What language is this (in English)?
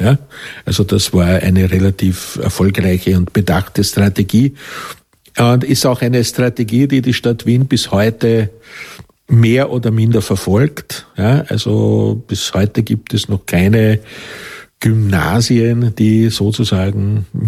German